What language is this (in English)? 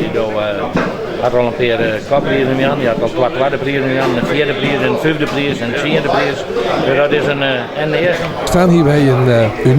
Western Frisian